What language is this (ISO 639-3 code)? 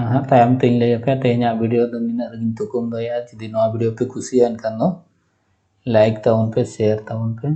sat